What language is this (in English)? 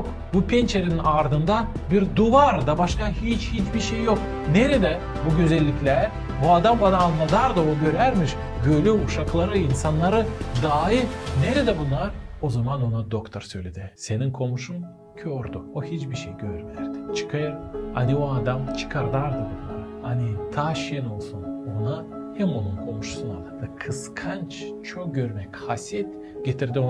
Gagauz